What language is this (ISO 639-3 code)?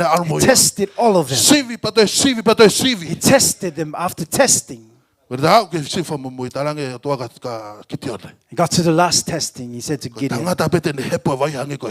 ton